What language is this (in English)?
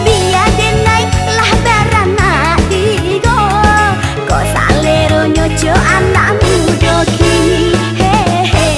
Minangkabau